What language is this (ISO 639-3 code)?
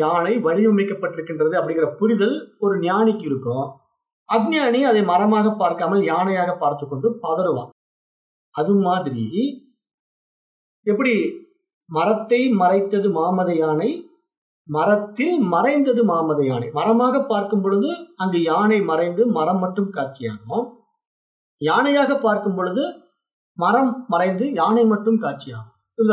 tam